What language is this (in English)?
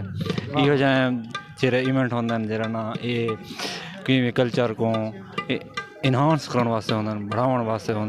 Saraiki